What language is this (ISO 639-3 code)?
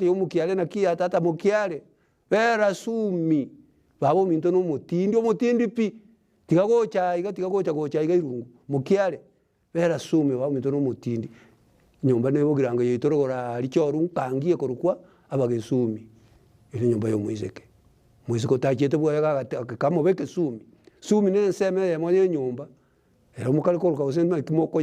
guz